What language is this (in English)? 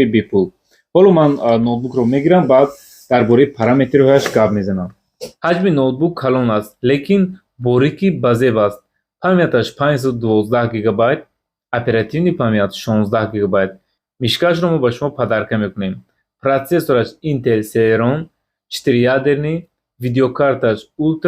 Tajik